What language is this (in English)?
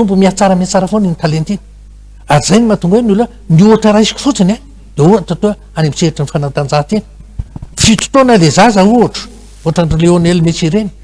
Malagasy